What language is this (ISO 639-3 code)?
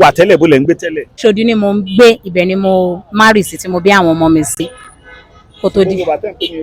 yor